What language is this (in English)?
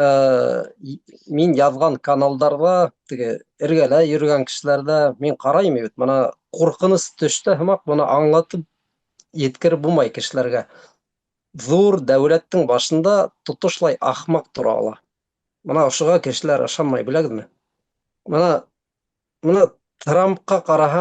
Bashkir